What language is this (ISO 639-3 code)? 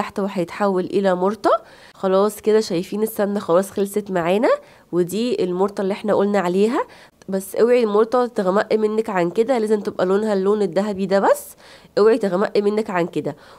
arz